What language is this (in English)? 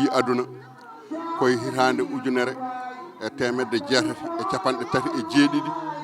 Fula